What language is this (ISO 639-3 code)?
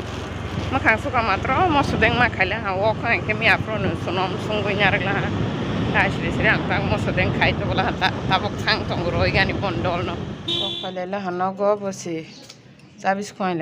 trp